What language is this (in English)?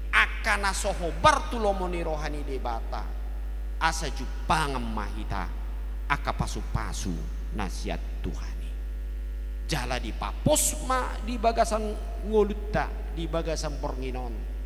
Batak Toba